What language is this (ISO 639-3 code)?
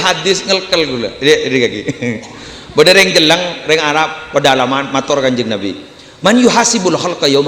mad